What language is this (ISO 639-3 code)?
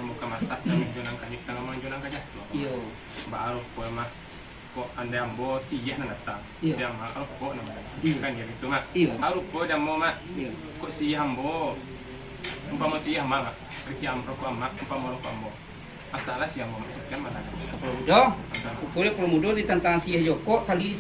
min